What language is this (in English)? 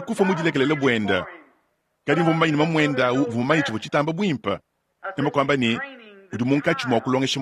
Luba-Lulua